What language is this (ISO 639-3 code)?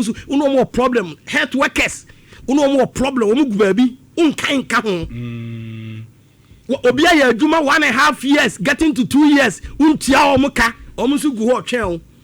aka